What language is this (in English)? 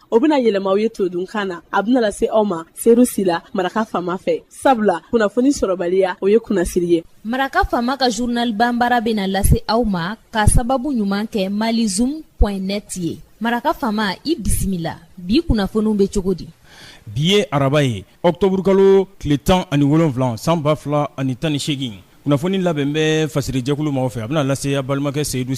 Bambara